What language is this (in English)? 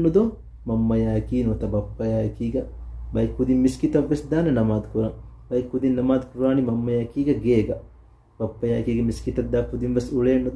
Divehi